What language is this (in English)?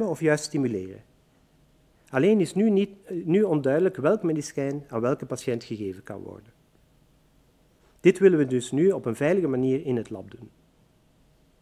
Dutch